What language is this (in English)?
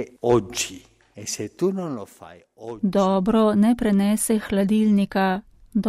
Slovenian